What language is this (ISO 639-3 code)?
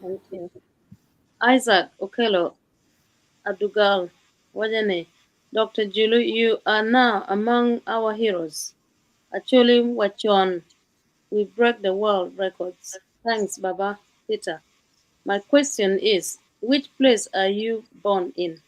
ach